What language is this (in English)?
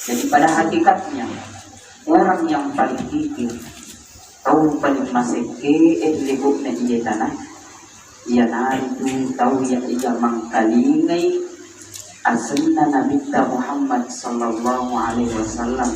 Buginese